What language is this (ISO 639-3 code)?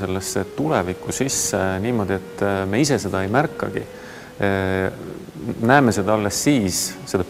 est